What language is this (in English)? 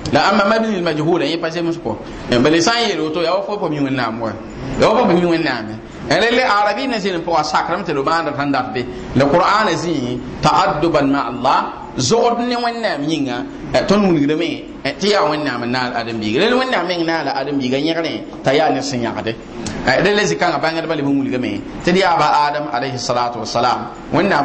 Mossi